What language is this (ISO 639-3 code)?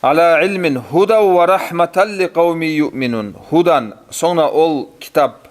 kum